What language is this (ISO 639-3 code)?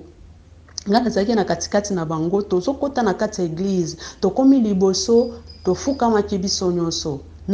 lin